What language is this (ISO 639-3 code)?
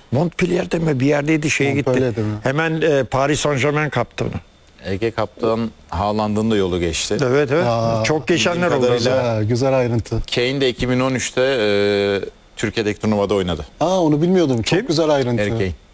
tur